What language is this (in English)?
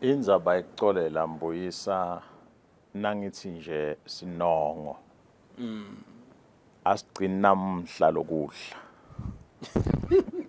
Swati